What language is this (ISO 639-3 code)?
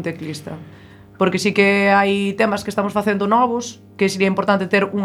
glg